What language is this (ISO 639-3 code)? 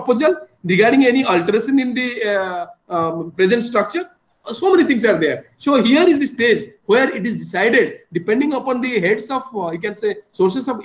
eng